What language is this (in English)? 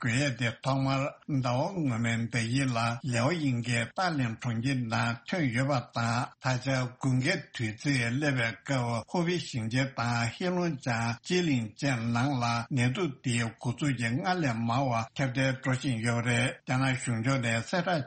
Tibetan